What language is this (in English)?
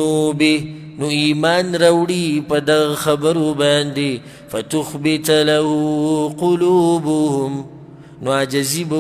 Pashto